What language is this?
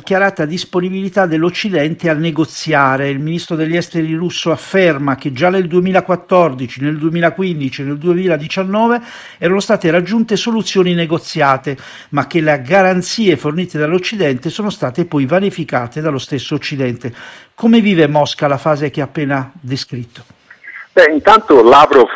Italian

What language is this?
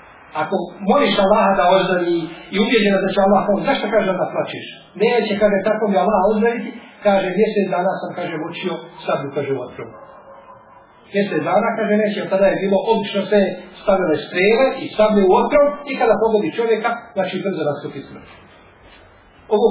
Bosnian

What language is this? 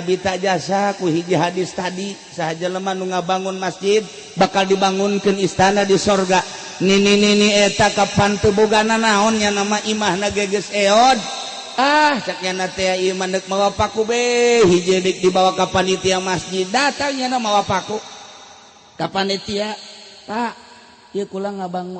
Sundanese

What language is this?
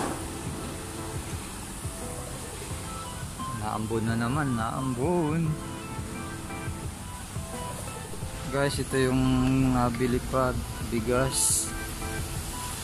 Filipino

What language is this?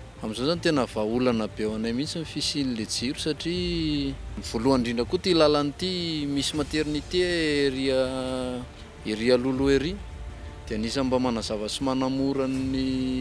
Malagasy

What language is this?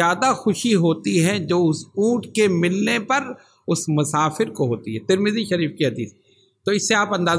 Urdu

